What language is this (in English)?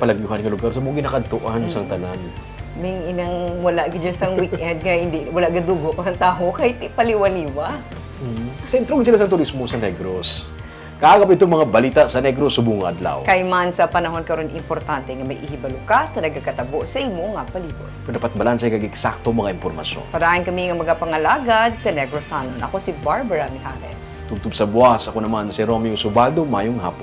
Hiligaynon